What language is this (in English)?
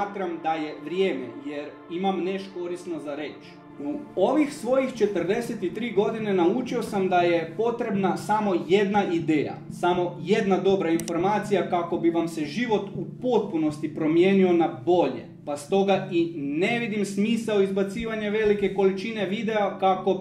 Croatian